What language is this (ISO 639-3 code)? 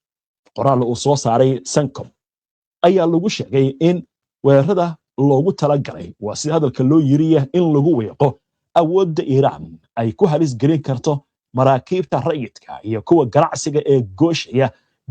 som